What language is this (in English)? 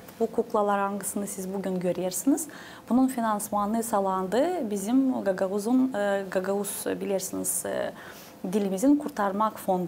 Gagauz